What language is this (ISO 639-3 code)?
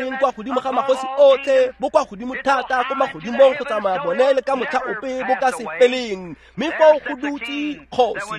tsn